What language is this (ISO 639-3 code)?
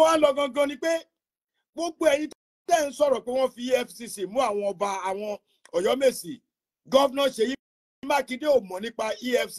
yor